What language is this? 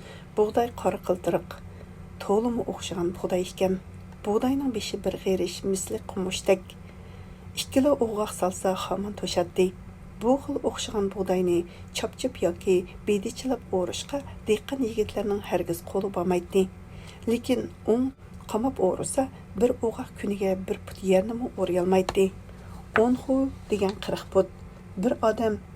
Uyghur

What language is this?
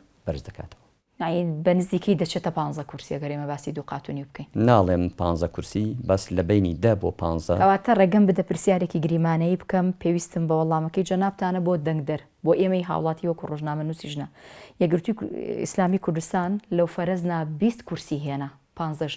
Central Kurdish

